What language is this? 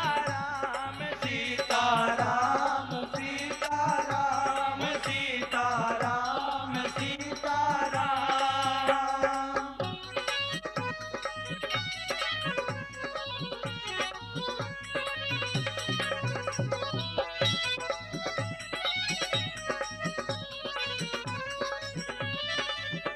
Bhojpuri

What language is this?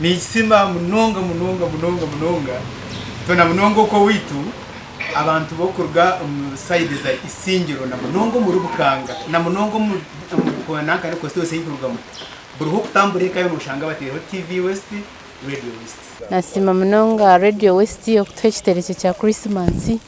Nyankole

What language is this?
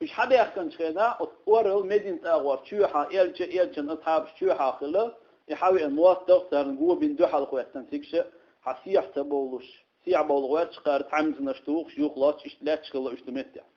Chechen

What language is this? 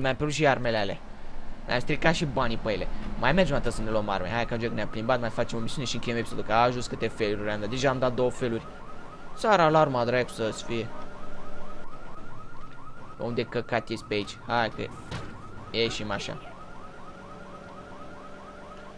Romanian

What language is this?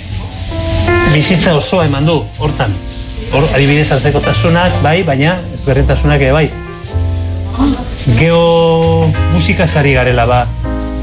Basque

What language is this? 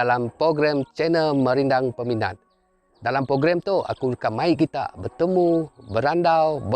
Iban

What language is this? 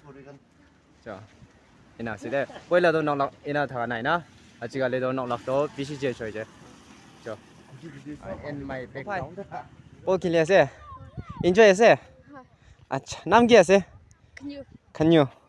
Naga Pidgin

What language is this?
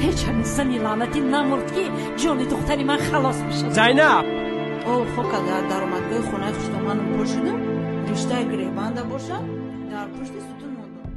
Tajik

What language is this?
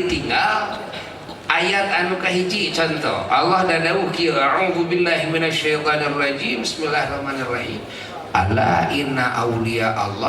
Sundanese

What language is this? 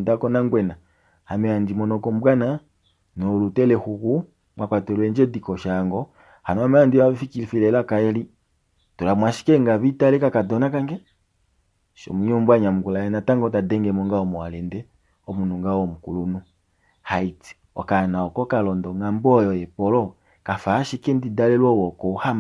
Kuanyama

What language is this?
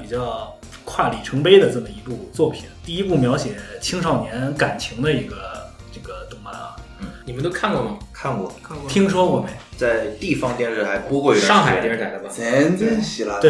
Chinese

